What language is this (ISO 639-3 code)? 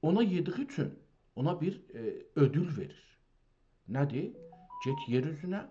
azb